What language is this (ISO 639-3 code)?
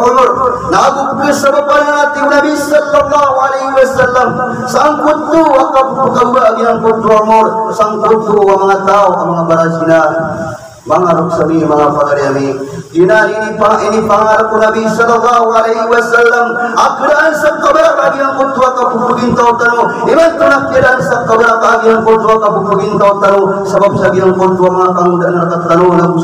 mrw